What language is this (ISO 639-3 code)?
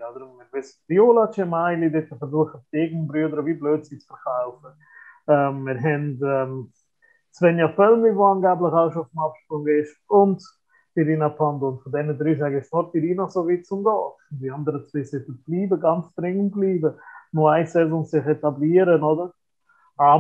deu